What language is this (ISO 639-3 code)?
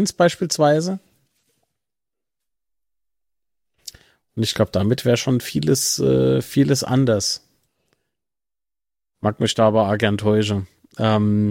deu